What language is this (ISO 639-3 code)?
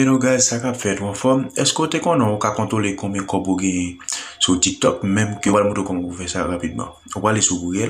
hat